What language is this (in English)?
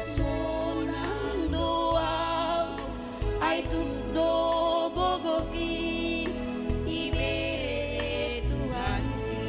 Batak Simalungun